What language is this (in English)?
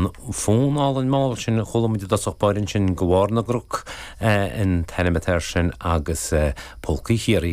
Irish